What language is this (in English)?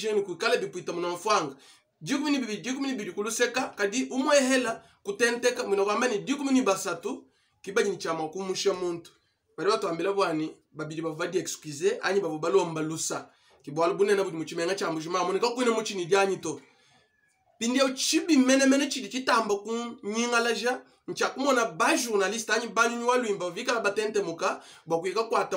Luba-Lulua